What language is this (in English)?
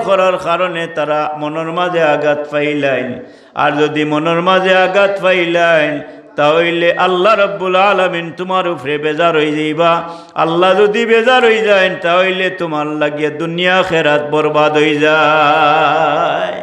Sylheti